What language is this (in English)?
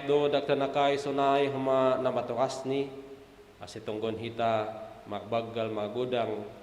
Batak Simalungun